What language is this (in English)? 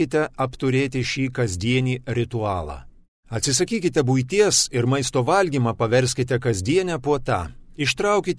Lithuanian